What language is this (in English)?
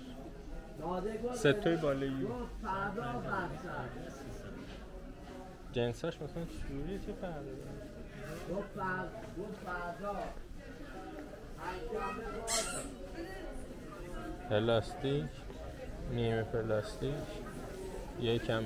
Persian